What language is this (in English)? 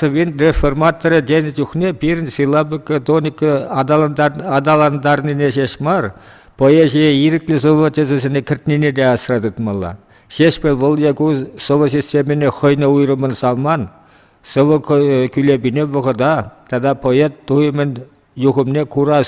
Chuvash